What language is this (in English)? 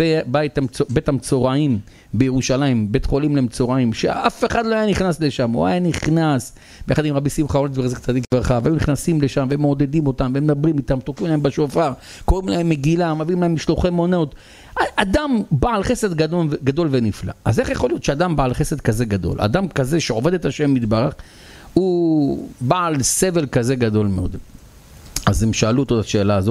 Hebrew